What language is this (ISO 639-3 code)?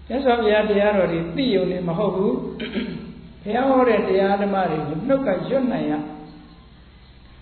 mya